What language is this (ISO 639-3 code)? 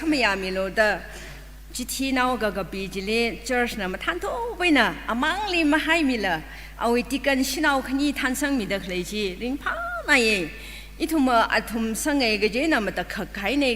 nmf